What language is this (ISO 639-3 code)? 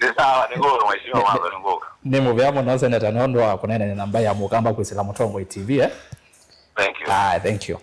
kam